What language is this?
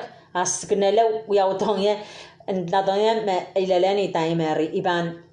Pohnpeian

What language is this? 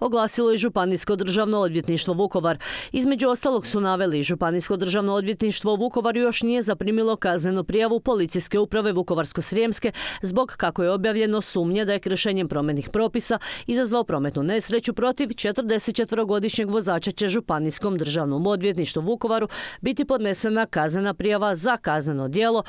Croatian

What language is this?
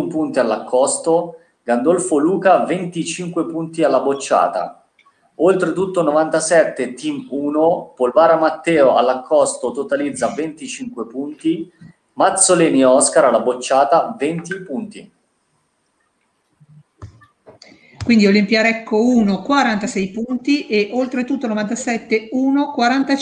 Italian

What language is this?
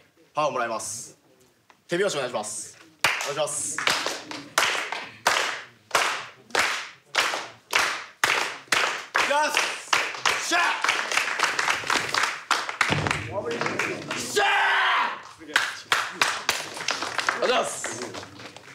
Japanese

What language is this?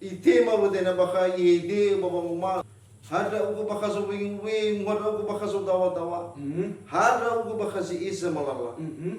Nias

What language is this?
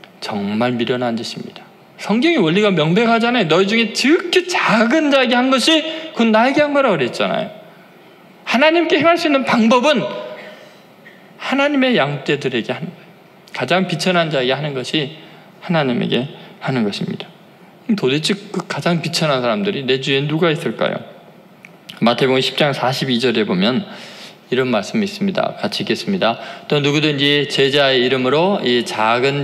Korean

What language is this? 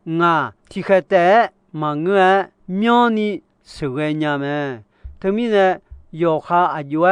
Akha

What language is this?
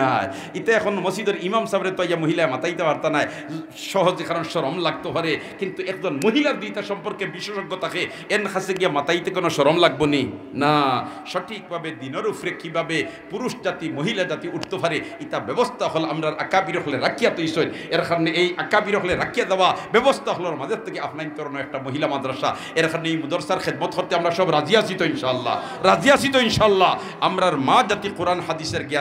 Sylheti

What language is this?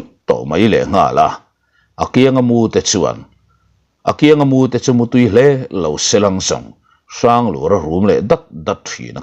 Mizo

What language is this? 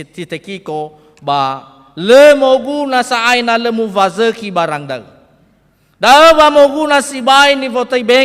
Nias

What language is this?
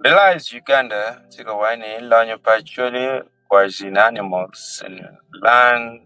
Acoli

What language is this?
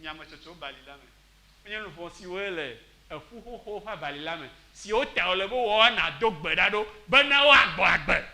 Ewe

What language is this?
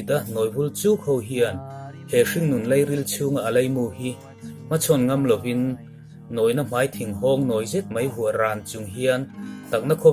Mizo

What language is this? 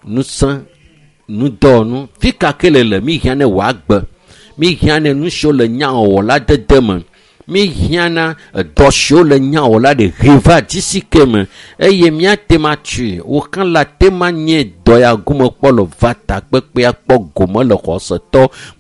Ewe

